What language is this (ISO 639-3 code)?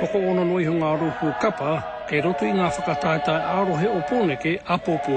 mri